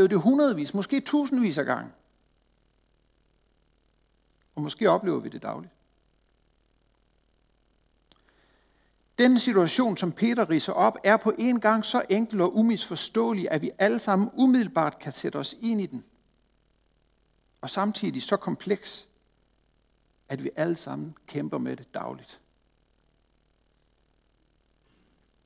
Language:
Danish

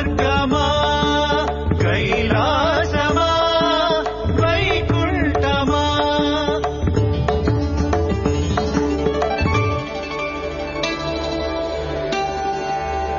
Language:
Telugu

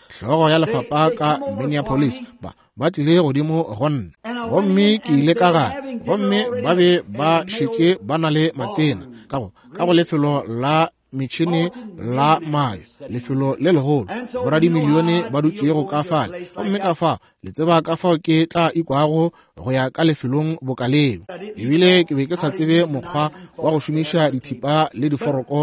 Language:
Northern Sotho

